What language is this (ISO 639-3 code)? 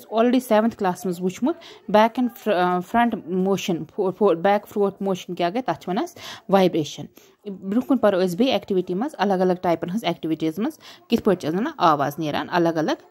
kas